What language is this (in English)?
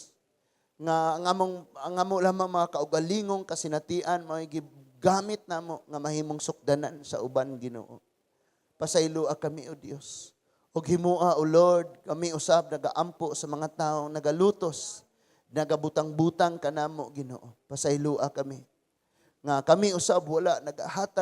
Cebuano